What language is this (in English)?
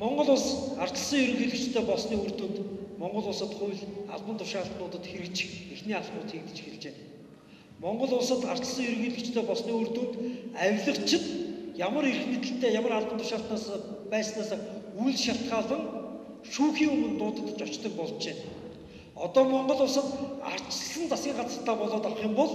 Mongolian